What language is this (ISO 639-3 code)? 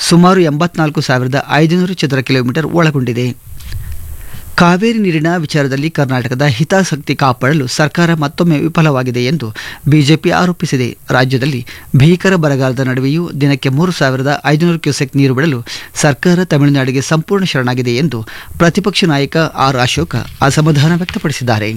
kan